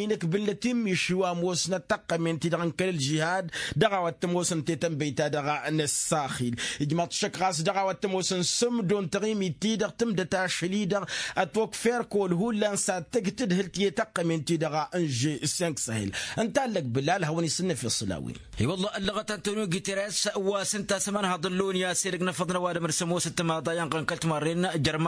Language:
Tamasheq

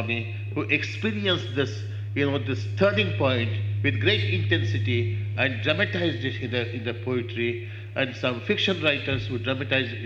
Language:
English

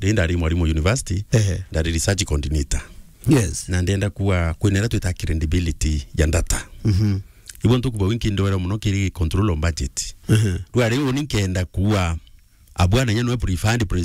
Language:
Meru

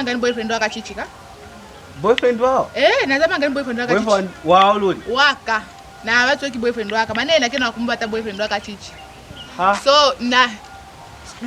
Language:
Lozi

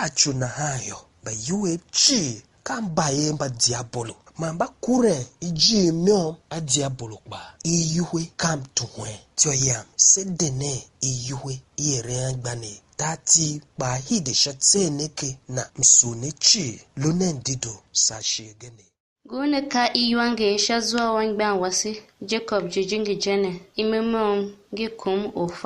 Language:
Tiv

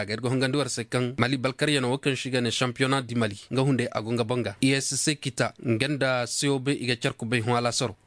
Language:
Koyraboro Senni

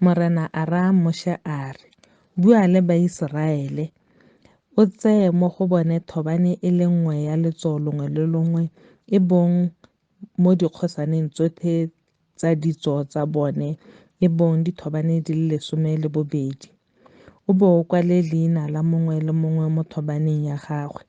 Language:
Tswana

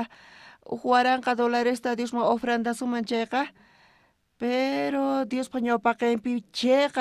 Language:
South Bolivian Quechua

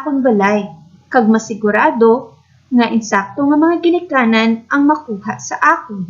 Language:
Hiligaynon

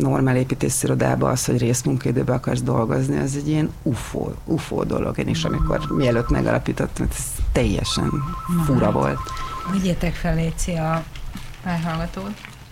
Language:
Hungarian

